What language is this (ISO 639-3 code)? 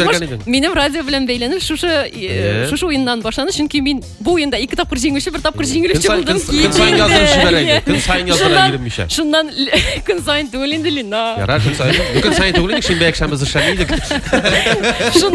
tat